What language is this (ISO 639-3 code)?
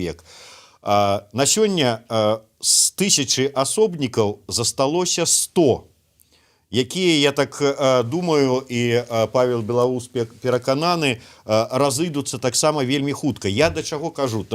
bel